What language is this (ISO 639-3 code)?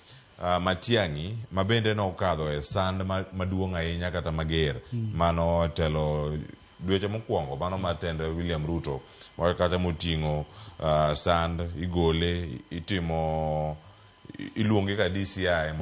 luo